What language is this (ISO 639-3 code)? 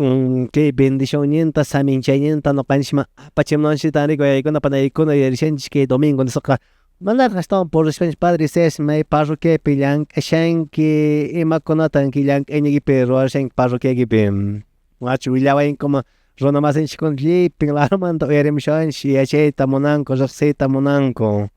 que